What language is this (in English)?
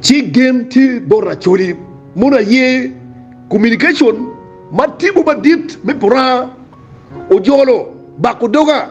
Acoli